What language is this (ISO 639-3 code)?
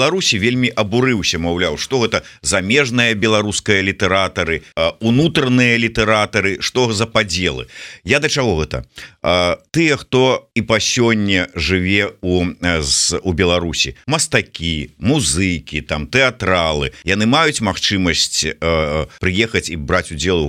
bel